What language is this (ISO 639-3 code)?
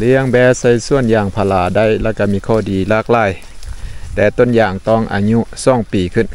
lao